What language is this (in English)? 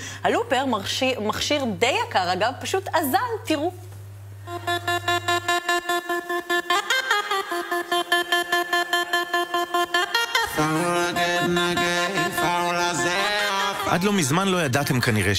Hebrew